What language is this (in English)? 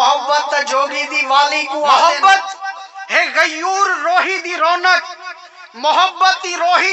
Saraiki